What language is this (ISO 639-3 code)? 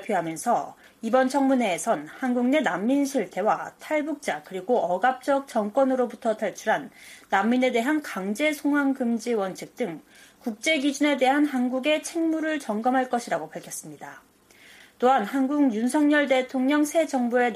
kor